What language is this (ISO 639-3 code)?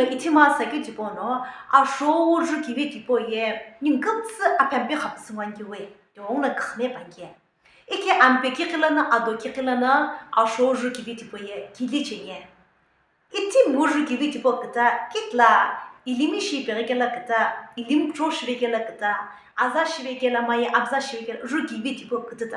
nsm